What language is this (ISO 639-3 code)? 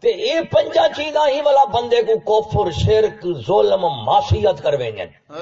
skr